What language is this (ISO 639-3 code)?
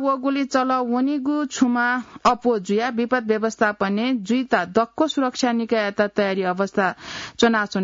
new